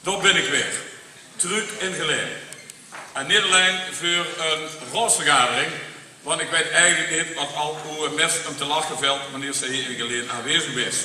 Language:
Limburgish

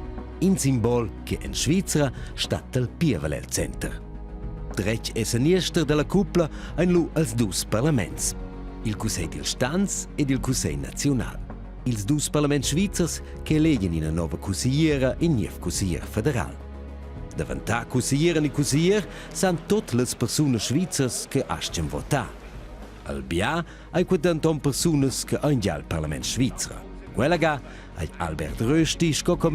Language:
Romansh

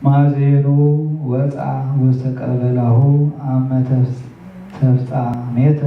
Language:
Geez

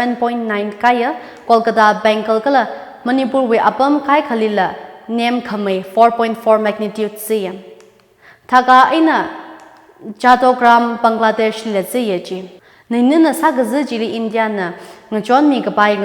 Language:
Tangkhul Naga (India)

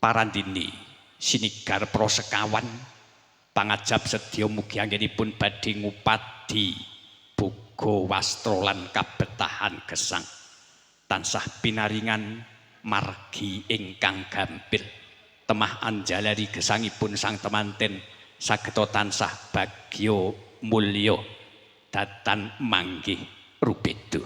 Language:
Javanese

